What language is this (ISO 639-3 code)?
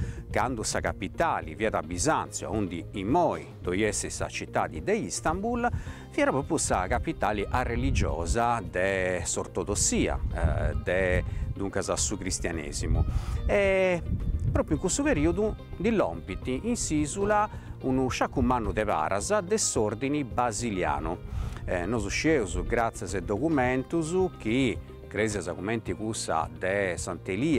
srd